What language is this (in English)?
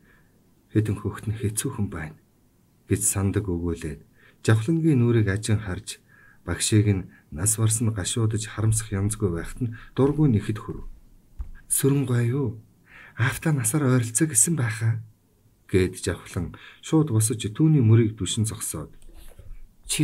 Mongolian